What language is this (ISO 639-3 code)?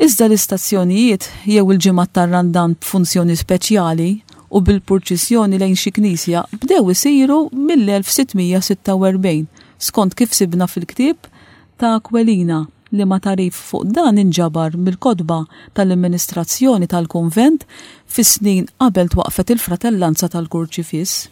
mlt